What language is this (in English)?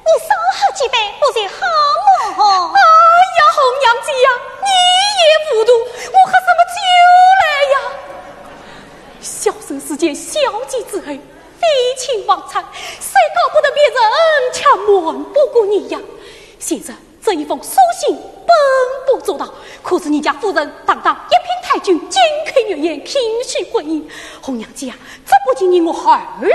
Chinese